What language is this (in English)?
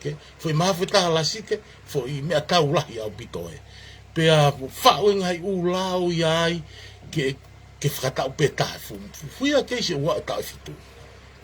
Tongan